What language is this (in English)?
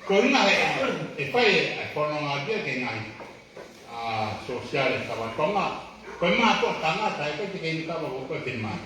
Tongan